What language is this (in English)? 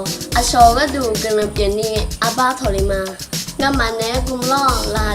Akha